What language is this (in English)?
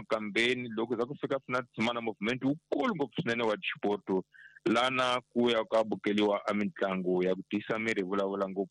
Tsonga